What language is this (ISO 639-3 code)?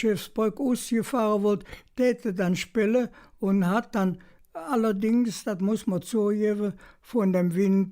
ksh